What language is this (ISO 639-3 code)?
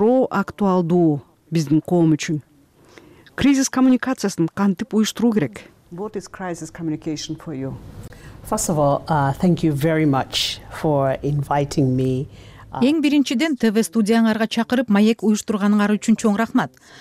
kir